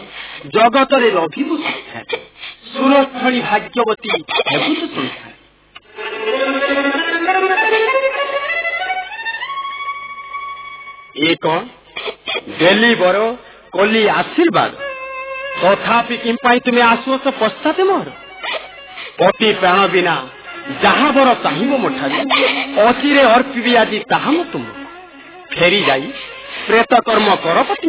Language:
Odia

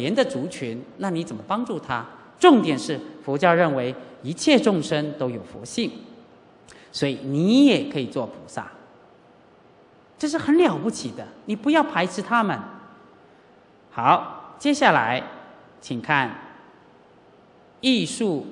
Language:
Chinese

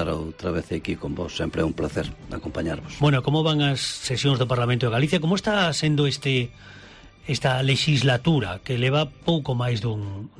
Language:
Galician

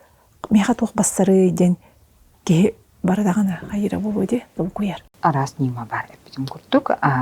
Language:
Yakut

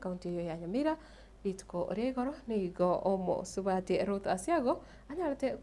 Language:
Gusii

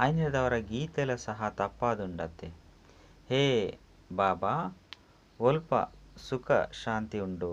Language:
Tulu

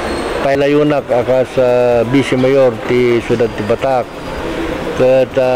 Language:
Iloko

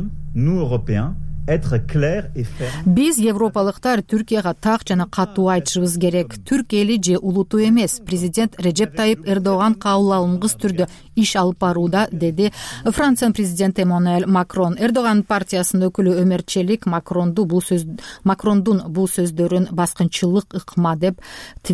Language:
Kyrgyz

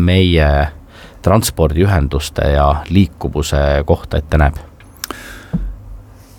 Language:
Estonian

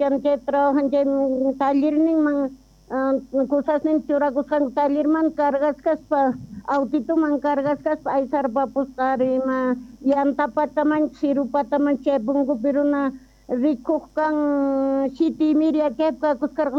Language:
South Bolivian Quechua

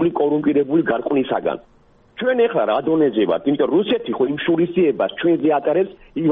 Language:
Georgian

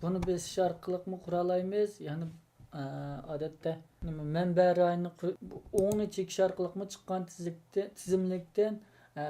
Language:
Uyghur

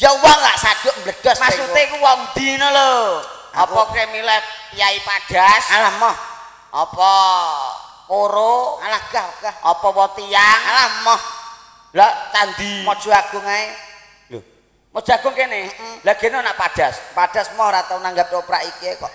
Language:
Javanese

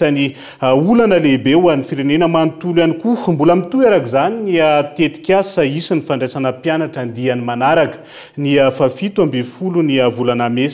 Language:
Malagasy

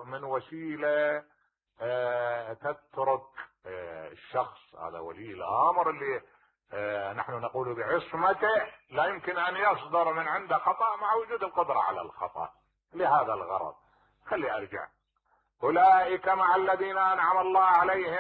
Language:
Mesopotamian Arabic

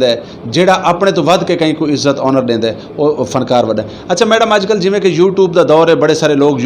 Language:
Saraiki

